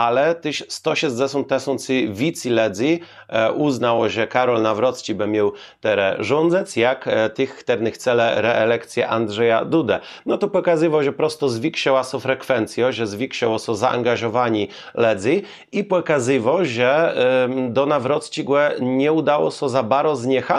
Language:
Kashubian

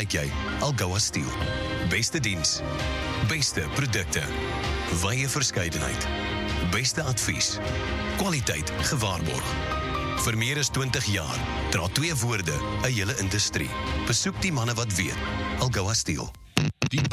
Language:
Afrikaans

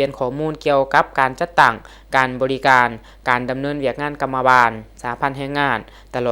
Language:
Lao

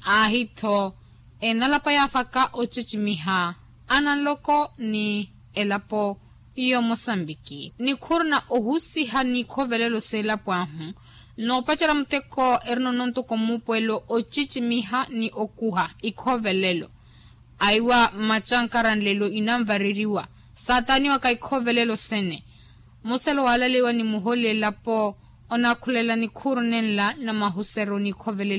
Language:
Makhuwa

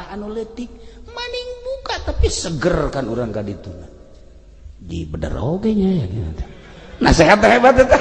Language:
Sundanese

